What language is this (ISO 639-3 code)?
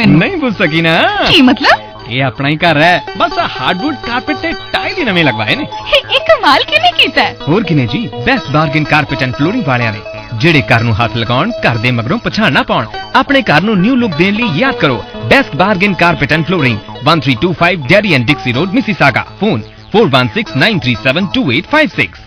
pan